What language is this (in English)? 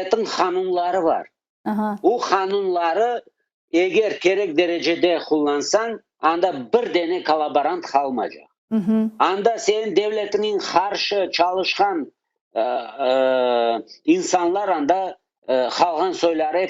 Crimean Tatar